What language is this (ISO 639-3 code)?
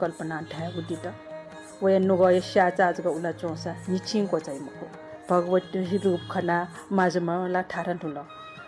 new